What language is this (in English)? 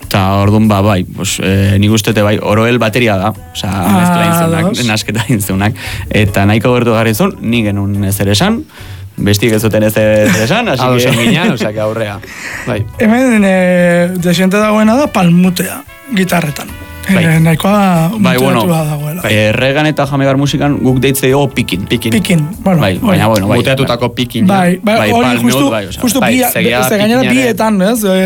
Basque